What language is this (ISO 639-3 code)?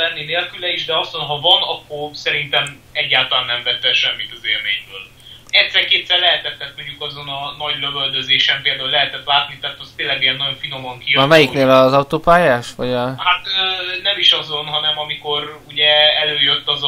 hun